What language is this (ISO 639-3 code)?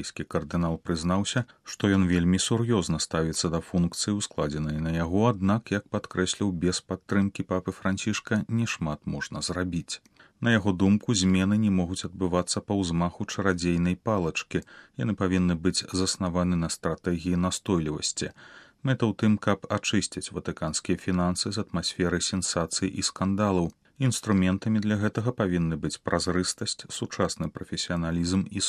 bel